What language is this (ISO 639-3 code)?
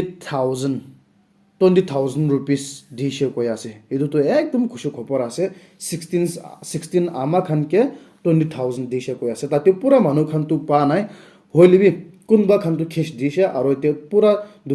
nag